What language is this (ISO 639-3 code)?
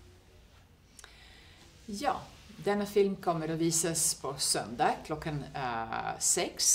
swe